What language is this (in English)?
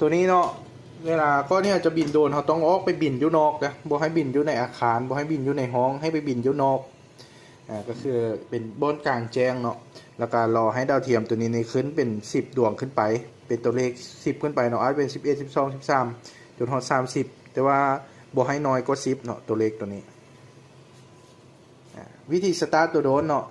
Lao